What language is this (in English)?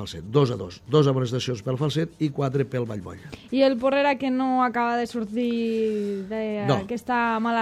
Catalan